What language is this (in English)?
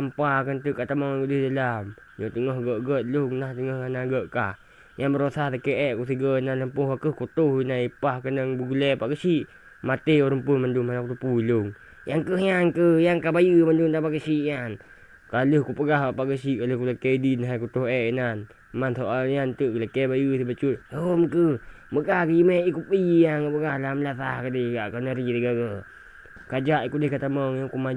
Achinese